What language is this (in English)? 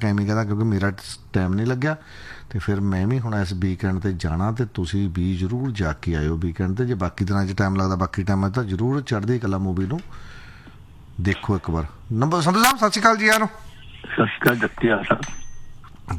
Punjabi